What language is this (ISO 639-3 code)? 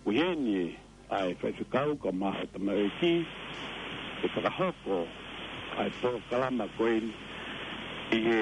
ton